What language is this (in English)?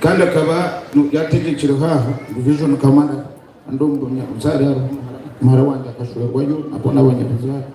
Nyankole